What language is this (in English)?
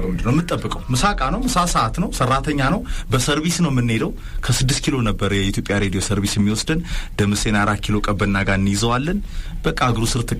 Amharic